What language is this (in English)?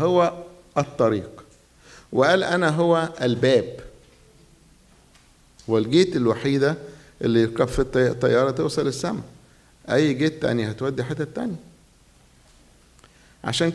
Egyptian Arabic